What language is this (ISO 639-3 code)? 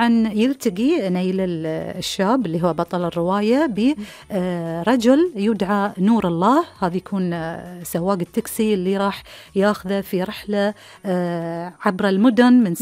afb